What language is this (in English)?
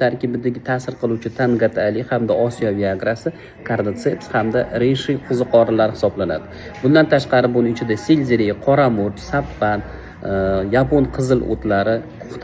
Uzbek